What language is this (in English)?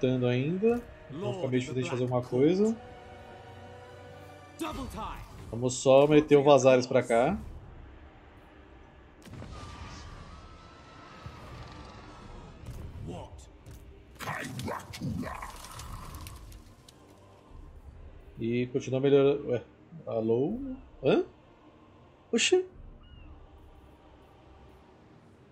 Portuguese